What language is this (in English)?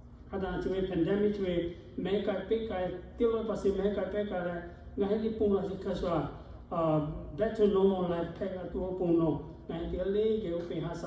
Lahu